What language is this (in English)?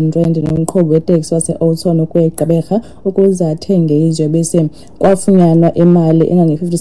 Xhosa